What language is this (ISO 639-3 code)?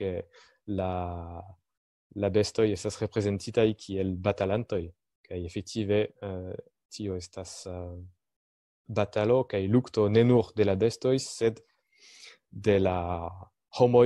epo